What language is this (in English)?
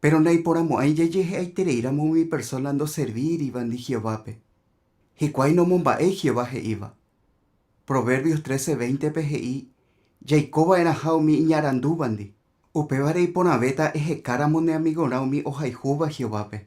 Guarani